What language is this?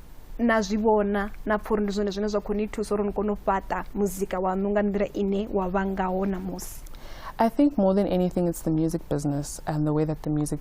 Venda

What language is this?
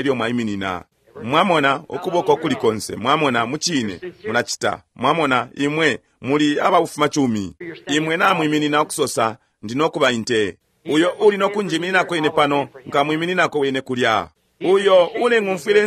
Bemba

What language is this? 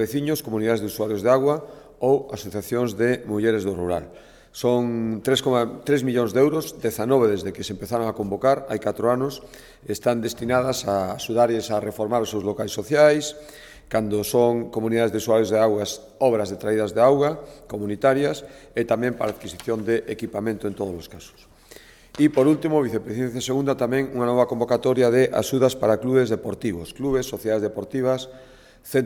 Galician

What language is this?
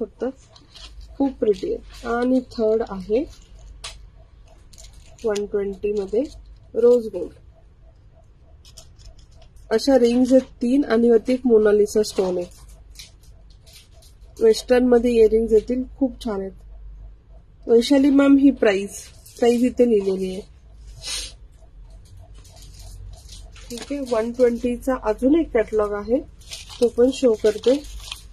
Marathi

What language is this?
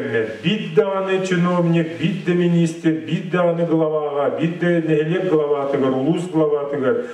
Yakut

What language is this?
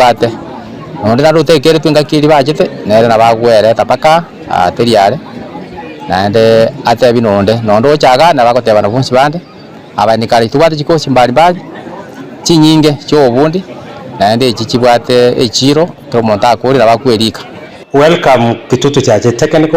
Gusii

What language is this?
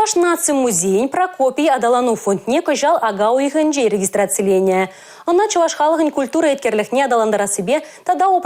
Chuvash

